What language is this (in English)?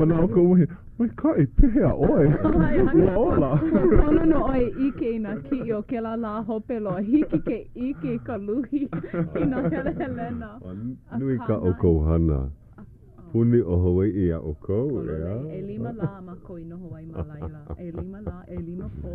Hawaiian